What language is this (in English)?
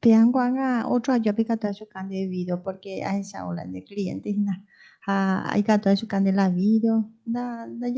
Guarani